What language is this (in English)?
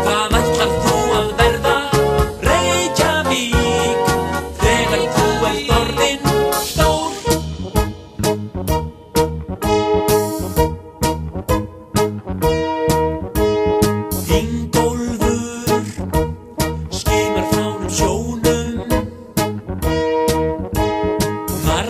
Icelandic